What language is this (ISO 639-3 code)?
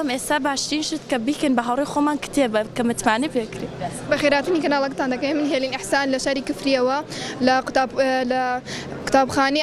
ckb